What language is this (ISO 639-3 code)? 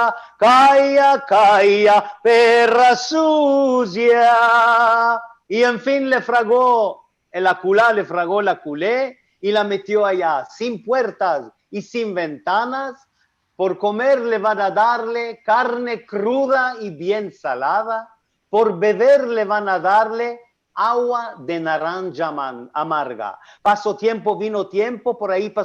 lad